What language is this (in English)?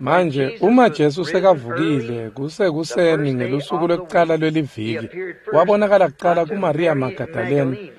Swati